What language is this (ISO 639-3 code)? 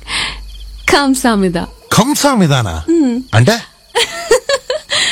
tel